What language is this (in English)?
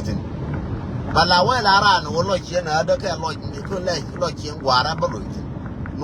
Nuer